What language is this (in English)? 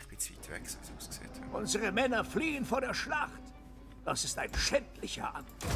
Swiss German